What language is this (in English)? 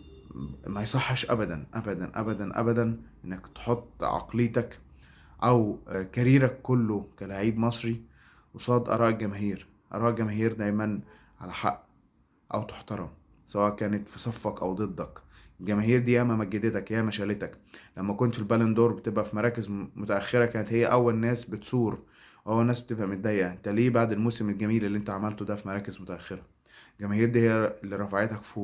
Egyptian Arabic